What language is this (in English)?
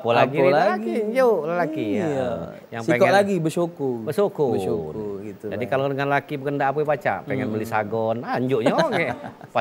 Musi